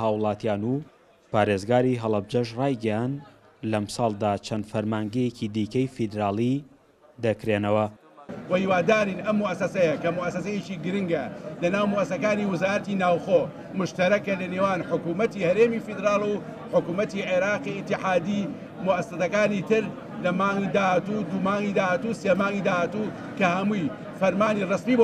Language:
Central Kurdish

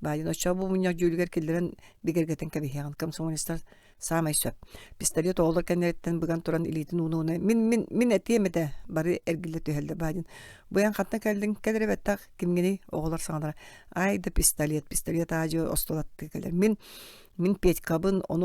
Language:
Yakut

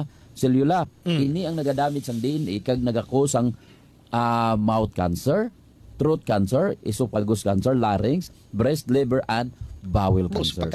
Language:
Hiligaynon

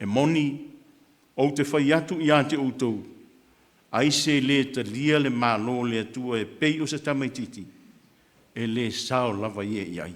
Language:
Samoan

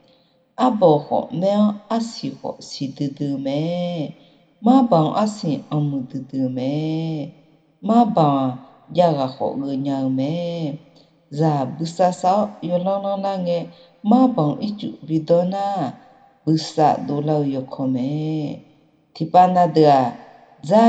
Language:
Akha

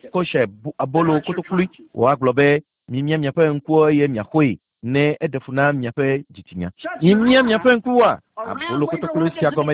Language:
Ewe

